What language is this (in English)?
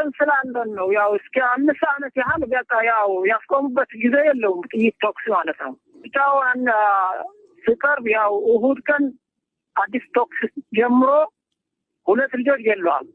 Amharic